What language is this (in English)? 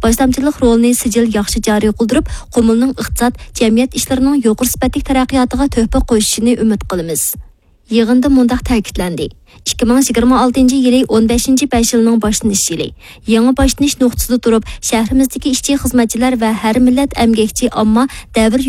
Uyghur